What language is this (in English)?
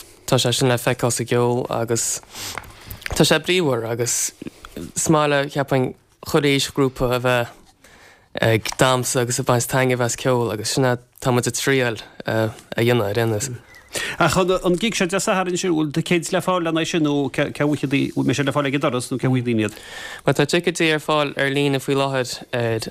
Irish